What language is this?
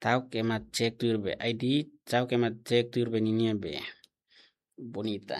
Tetum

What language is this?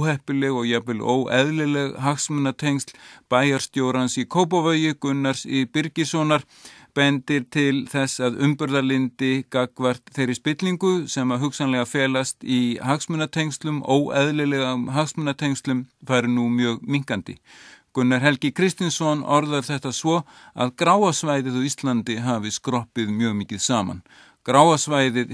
Icelandic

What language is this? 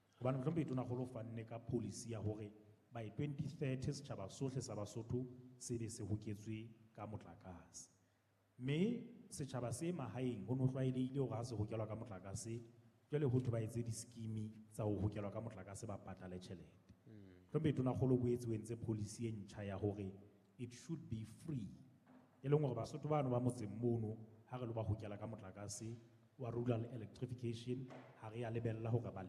Southern Sotho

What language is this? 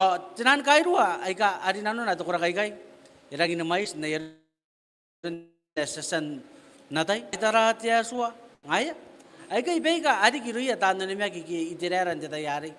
Gilbertese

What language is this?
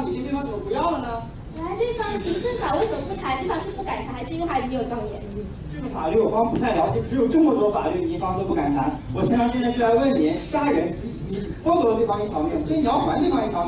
Chinese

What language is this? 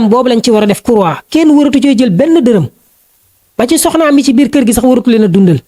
Wolof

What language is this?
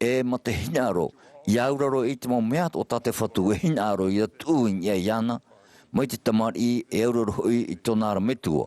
Tahitian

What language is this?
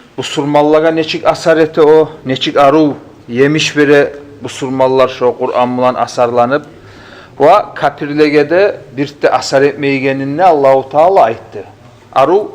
Kumyk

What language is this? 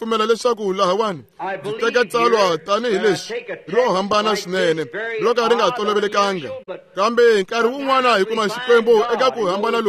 Tsonga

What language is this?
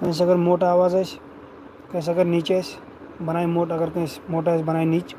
Kashmiri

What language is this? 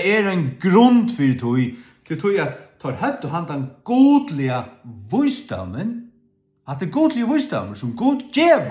Faroese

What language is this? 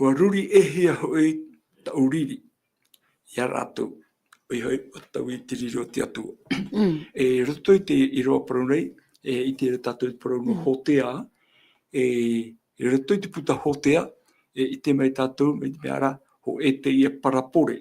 Tahitian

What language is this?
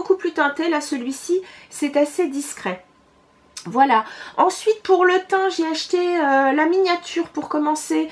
French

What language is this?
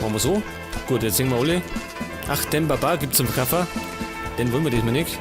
Bavarian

